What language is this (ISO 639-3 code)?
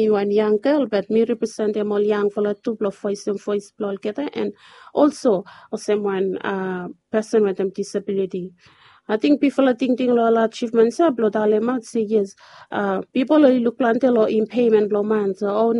bis